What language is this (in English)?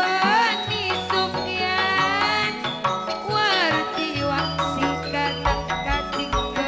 Madurese